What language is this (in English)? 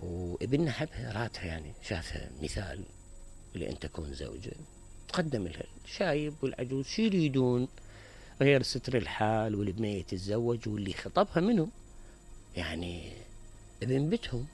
Mesopotamian Arabic